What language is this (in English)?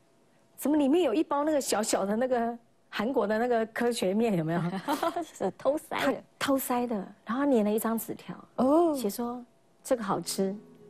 Chinese